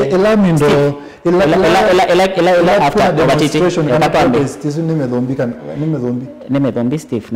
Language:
Kamba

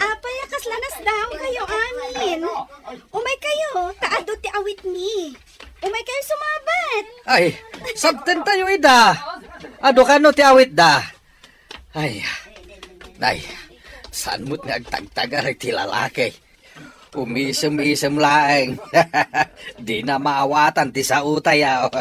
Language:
Iloko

